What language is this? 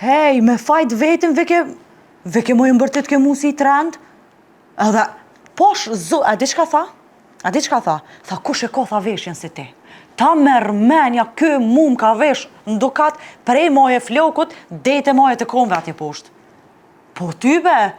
Albanian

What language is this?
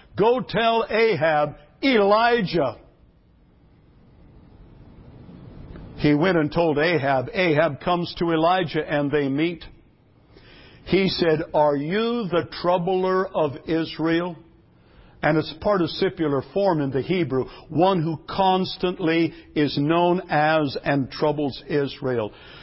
English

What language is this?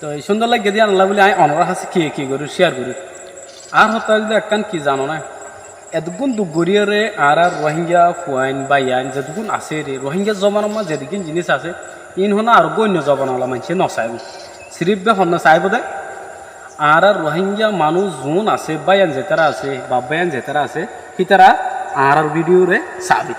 Rohingya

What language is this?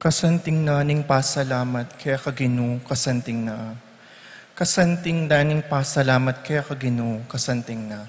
Pampanga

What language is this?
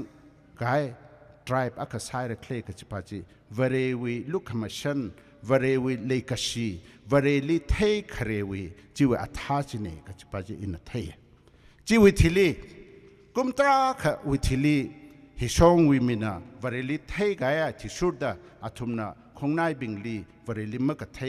Tangkhul Naga (India)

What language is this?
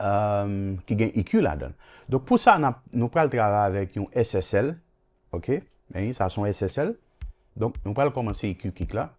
Haitian Creole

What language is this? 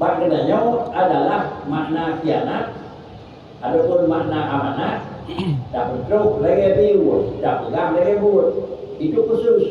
Achinese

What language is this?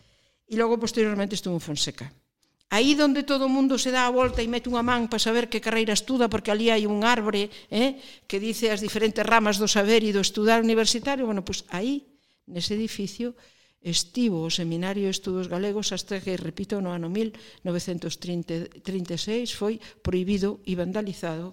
Galician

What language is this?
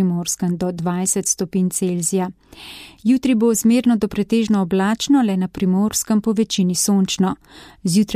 Slovenian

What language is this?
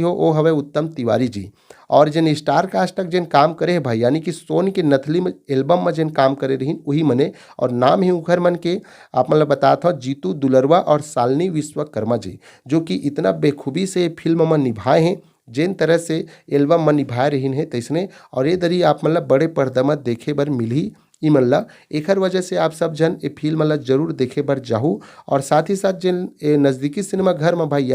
Chhattisgarhi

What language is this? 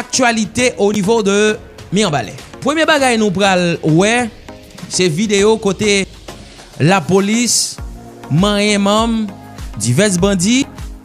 Haitian Creole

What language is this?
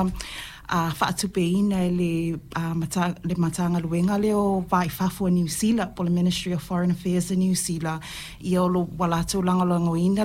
Samoan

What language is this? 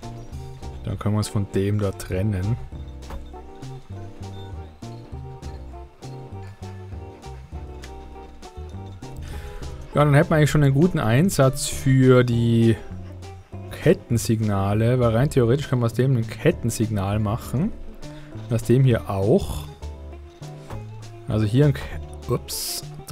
German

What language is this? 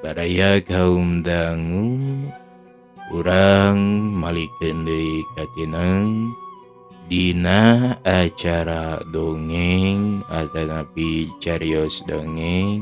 Sundanese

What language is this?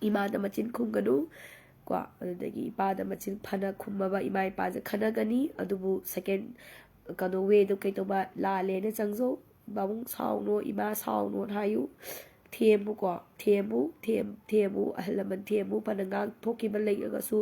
Manipuri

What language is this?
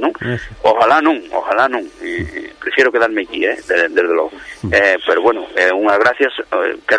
Galician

